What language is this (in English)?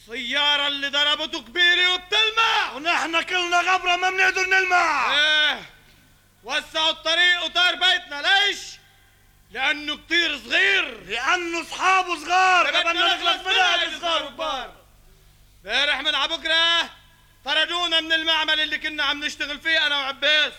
North Levantine Arabic